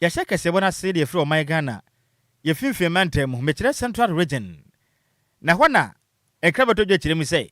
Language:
Akan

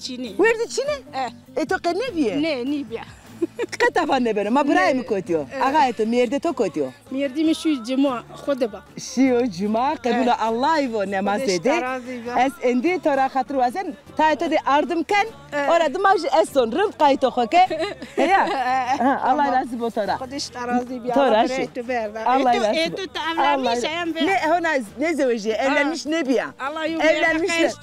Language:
Zaza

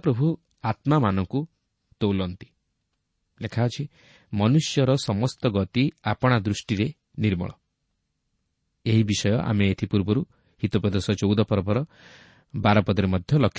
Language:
Odia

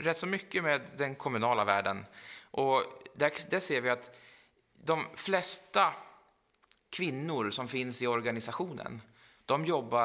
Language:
Swedish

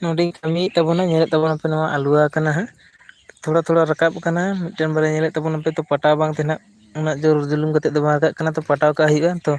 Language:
Santali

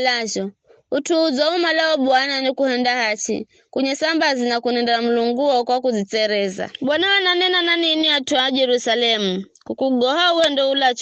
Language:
Giryama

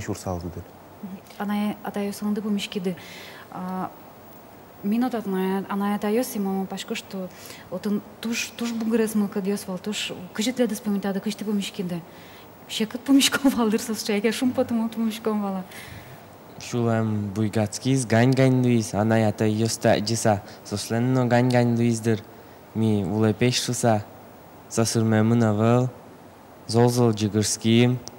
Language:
Udmurt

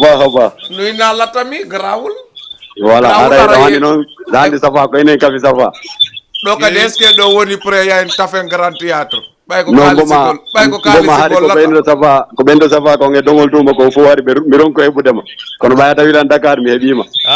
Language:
Fula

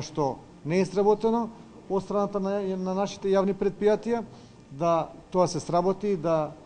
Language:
Macedonian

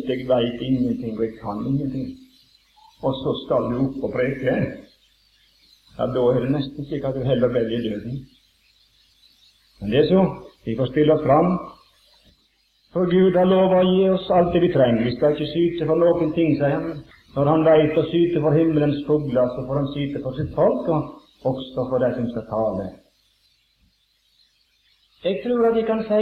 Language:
Norwegian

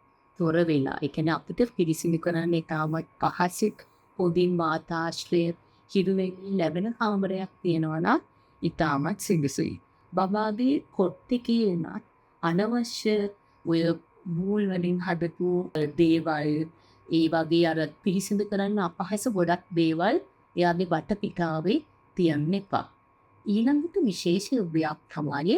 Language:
Sinhala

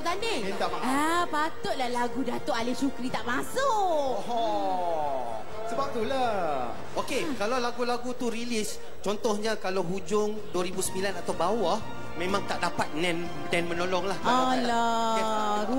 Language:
Malay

